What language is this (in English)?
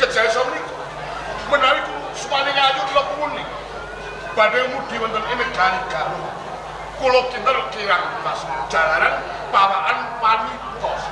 Javanese